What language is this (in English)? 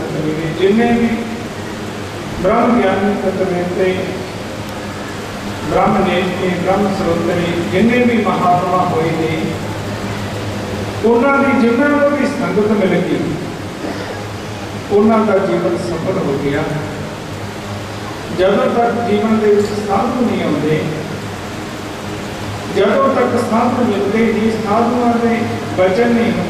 Punjabi